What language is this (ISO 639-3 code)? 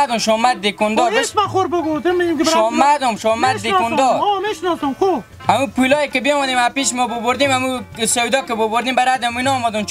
haz